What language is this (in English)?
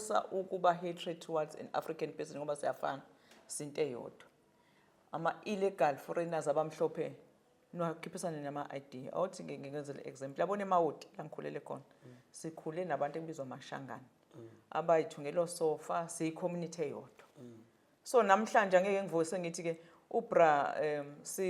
Zulu